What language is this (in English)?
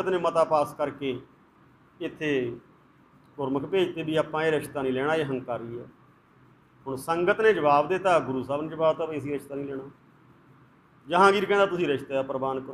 Punjabi